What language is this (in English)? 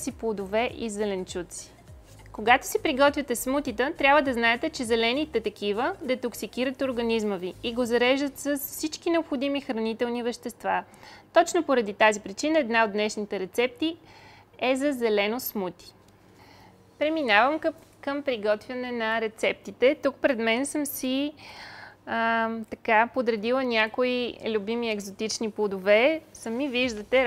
Bulgarian